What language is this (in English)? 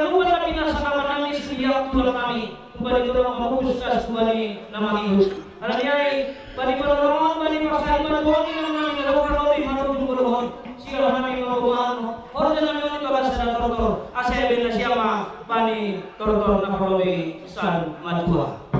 Batak Simalungun